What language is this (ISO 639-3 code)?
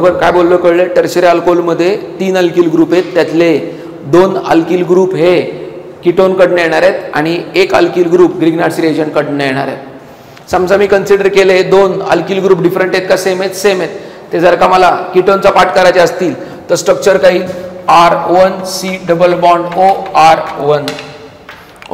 mar